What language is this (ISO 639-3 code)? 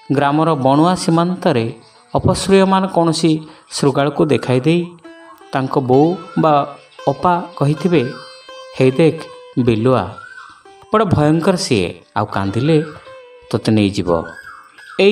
ori